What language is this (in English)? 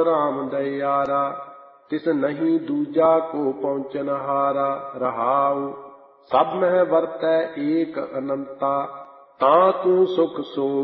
Punjabi